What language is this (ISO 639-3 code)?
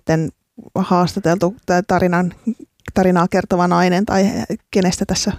fin